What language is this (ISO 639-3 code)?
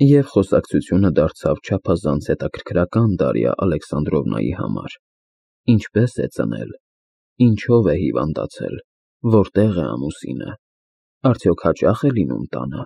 hye